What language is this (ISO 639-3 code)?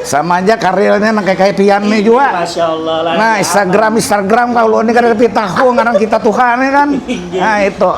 bjn